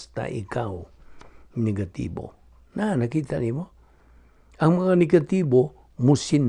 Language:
Cebuano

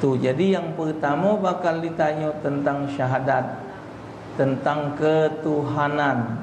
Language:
Musi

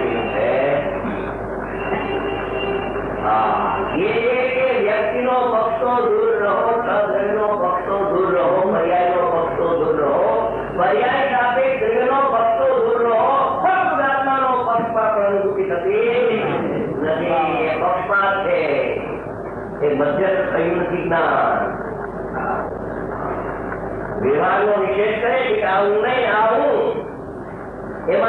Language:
Gujarati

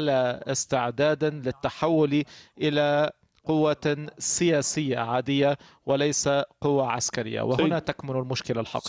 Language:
Arabic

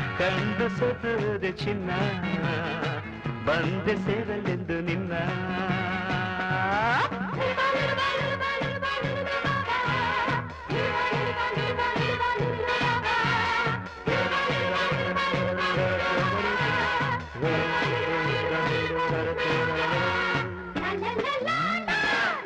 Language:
Kannada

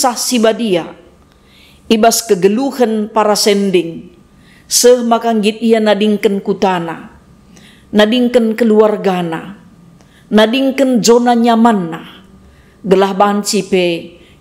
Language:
Batak Karo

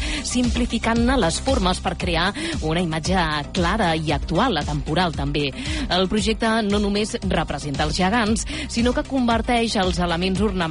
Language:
Catalan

